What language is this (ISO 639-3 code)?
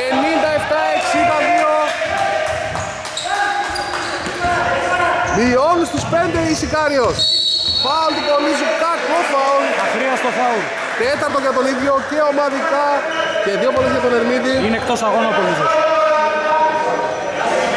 ell